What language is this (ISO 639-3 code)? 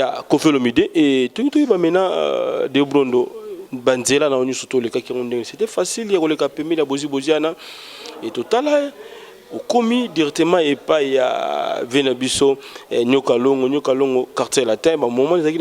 lin